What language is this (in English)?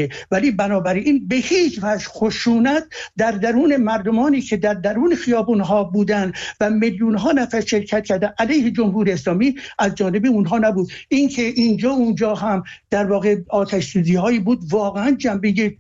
Persian